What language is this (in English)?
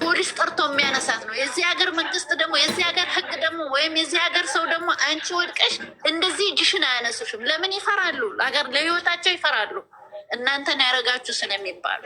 Amharic